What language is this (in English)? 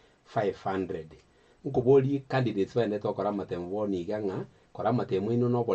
Gusii